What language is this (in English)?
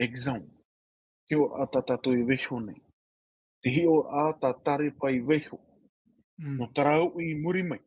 Tahitian